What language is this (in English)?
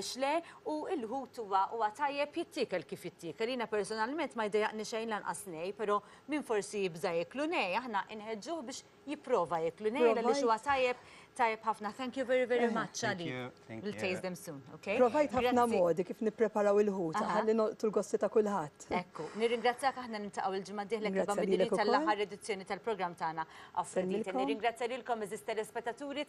Maltese